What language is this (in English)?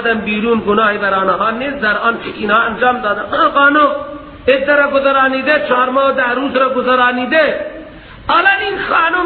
Persian